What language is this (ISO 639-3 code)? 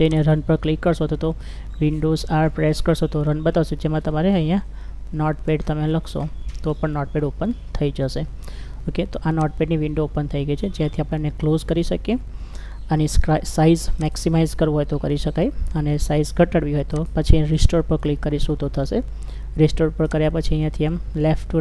guj